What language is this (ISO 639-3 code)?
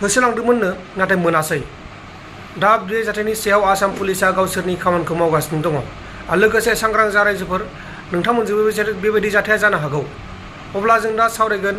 brx